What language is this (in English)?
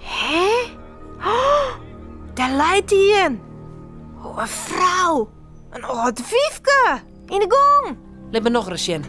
Western Frisian